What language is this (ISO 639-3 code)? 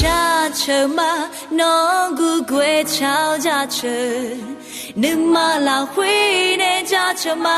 ahk